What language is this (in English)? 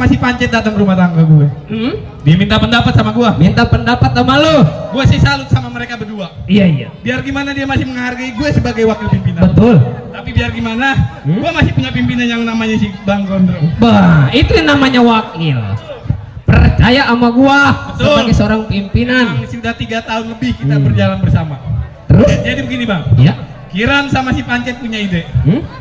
Betawi